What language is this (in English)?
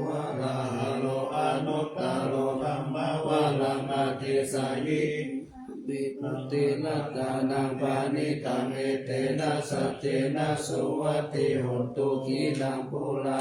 Pali